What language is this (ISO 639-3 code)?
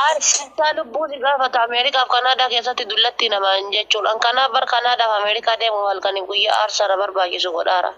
orm